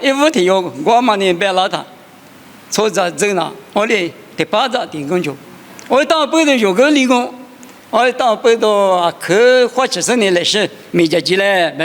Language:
Lisu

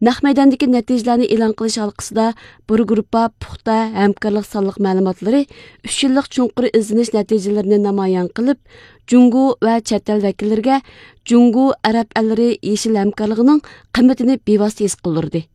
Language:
Uyghur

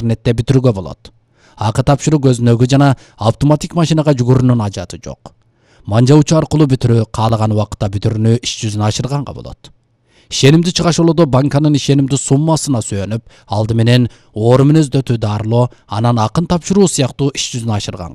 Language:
Kyrgyz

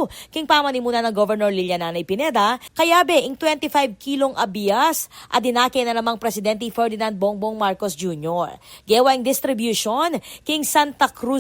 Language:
Pampanga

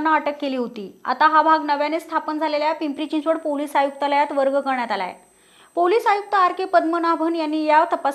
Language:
Marathi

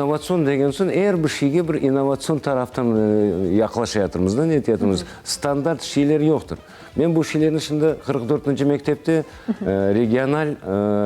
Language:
Crimean Tatar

